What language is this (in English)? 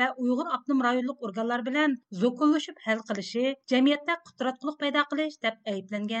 Uyghur